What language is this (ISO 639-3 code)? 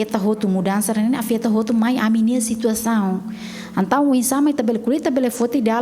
tet